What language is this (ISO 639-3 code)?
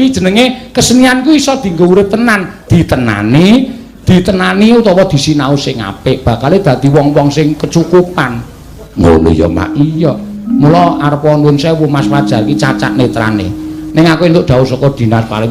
jav